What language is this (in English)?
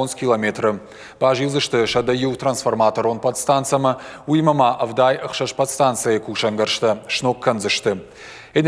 Ossetic